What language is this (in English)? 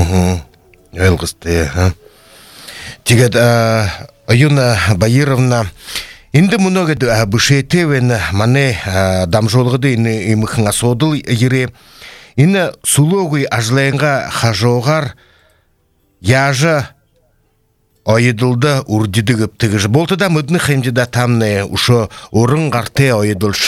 Buriat